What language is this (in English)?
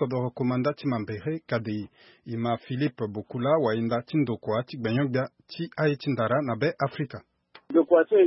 Sango